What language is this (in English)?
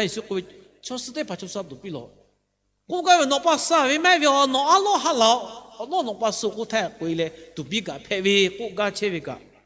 Lahu